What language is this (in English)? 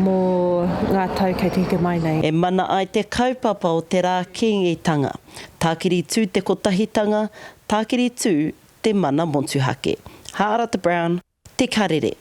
Māori